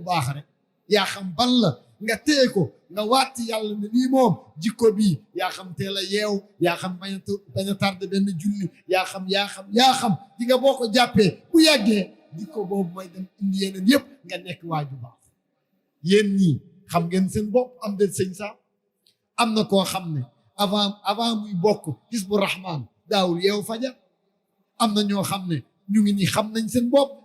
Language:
Wolof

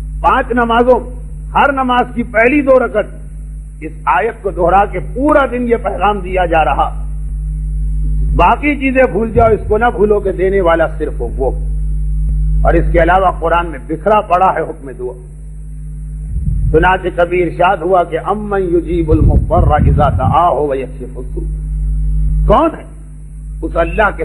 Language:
Urdu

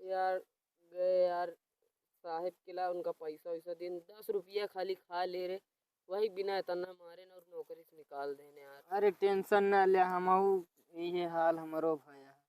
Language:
Awadhi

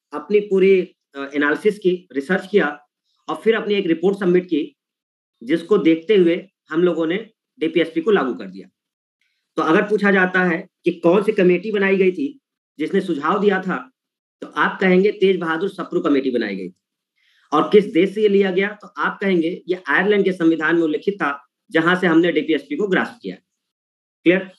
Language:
Hindi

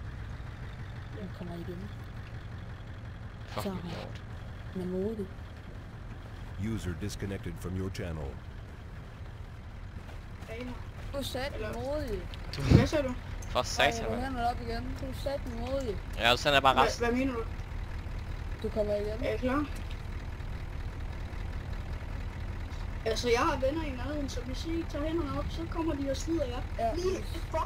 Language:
Danish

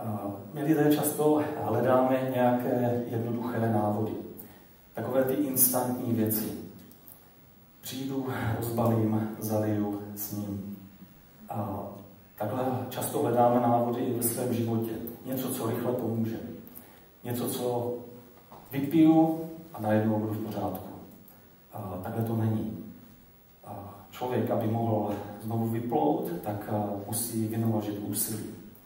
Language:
Czech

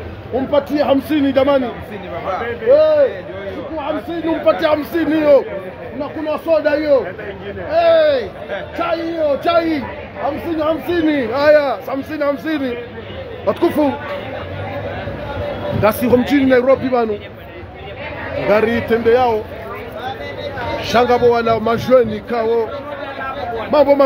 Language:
Swahili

